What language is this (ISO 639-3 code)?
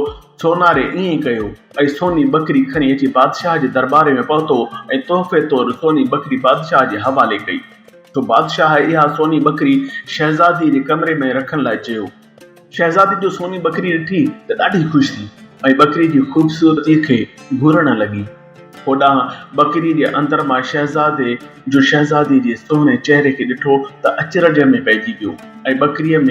snd